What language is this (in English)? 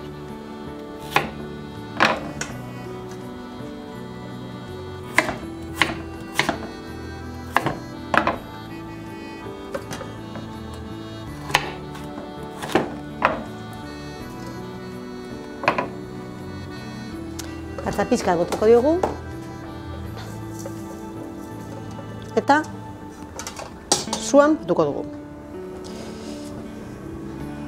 Basque